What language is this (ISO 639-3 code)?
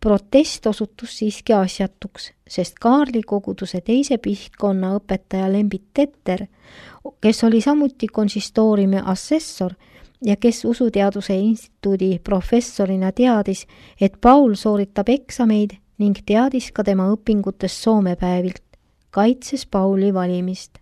est